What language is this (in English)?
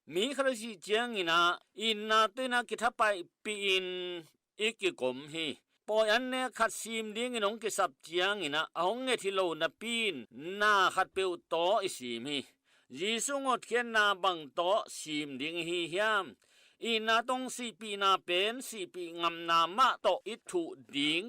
Tedim Chin